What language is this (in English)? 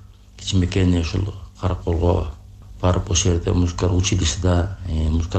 Kyrgyz